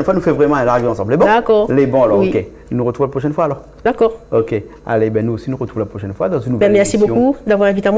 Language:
Réunion Creole French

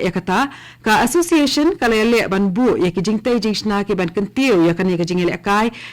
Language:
Khasi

